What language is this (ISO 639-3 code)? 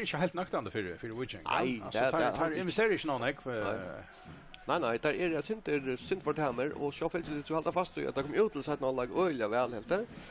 fao